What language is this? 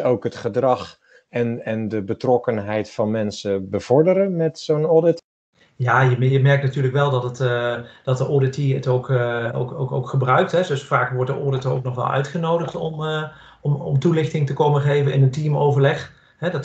Dutch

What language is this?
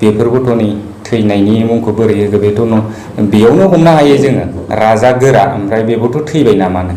Bodo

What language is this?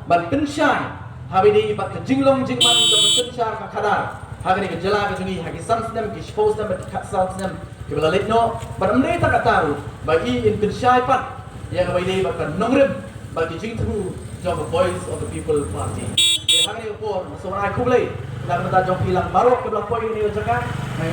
Khasi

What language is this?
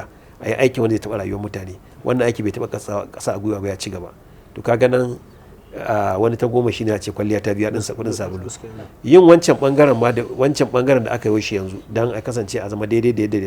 Hausa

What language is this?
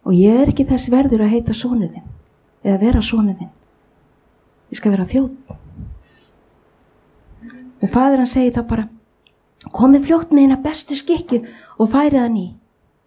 Icelandic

